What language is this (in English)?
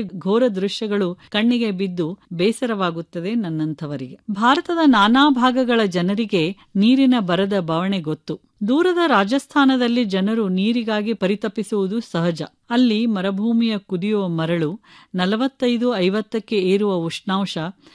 Kannada